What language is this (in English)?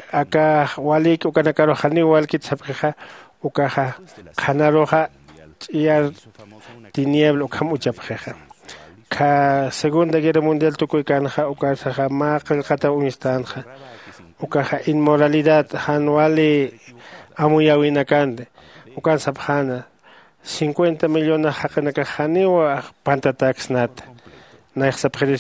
Aymara